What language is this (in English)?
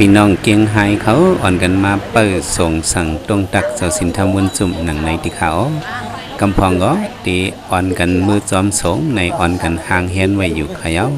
Shan